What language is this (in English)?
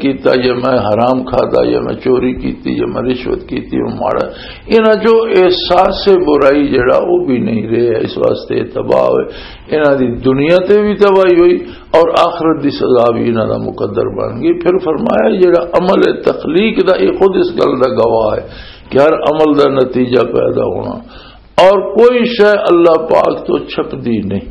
Western Panjabi